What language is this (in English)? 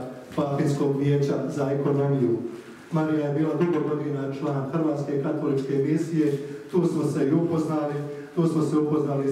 Croatian